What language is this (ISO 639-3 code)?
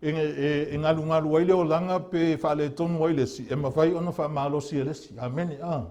smo